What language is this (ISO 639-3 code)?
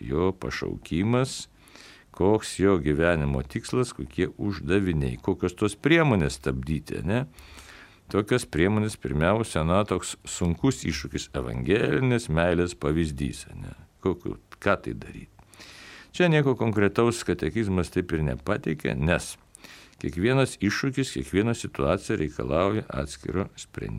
lit